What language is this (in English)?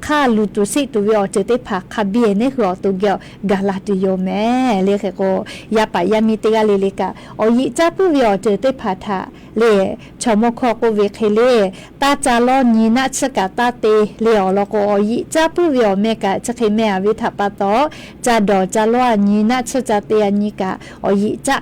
Lahu